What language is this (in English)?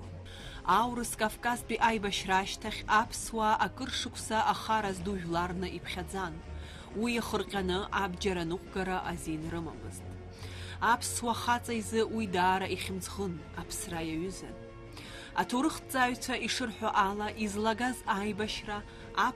Abkhazian